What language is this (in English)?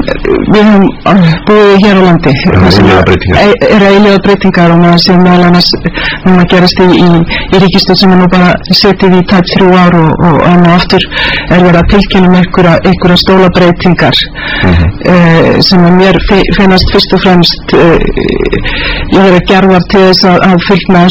Icelandic